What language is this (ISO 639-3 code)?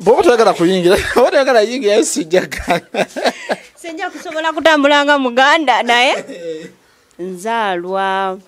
lug